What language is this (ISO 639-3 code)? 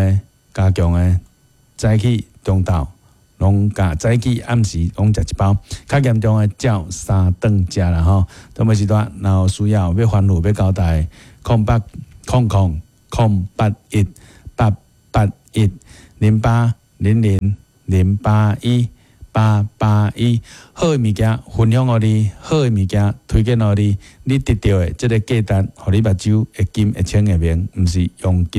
nan